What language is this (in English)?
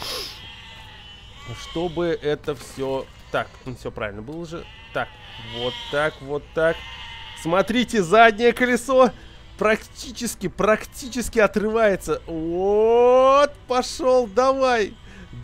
Russian